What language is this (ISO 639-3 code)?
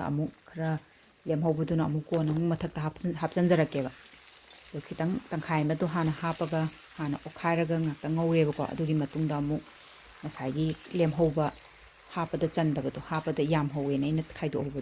mni